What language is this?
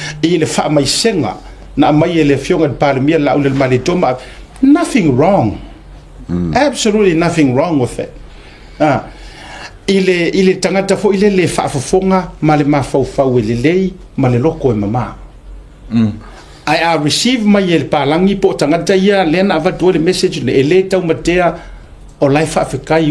Samoan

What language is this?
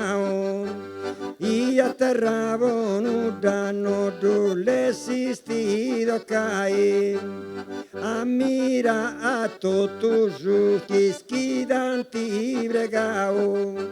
Sardinian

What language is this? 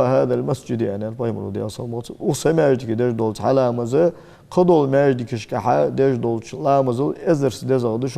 Ingush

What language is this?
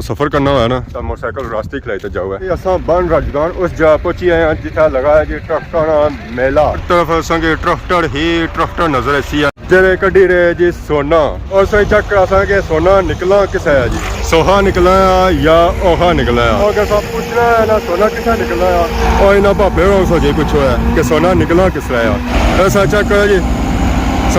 Pahari-Potwari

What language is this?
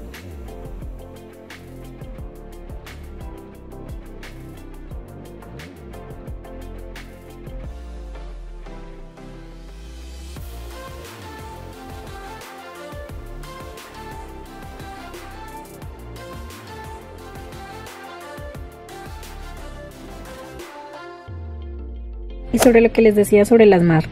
Spanish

